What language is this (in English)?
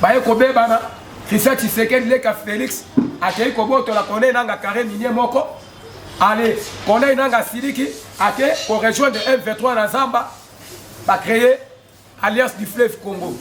Lingala